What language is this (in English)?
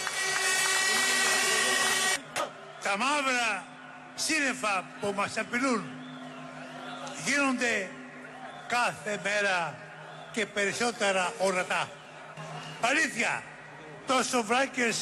Greek